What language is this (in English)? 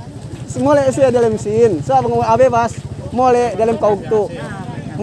Yakan